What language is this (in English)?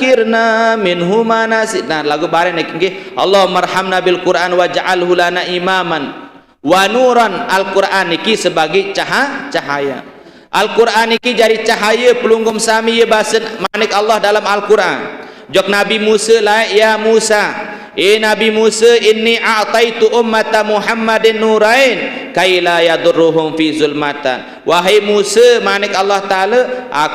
Sasak